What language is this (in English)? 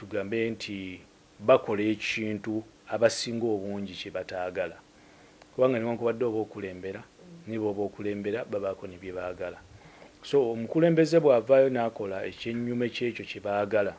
Ganda